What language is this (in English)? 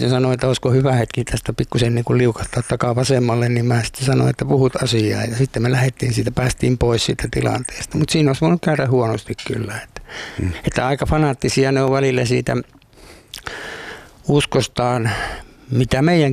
Finnish